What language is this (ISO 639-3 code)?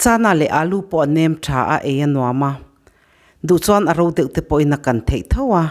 lus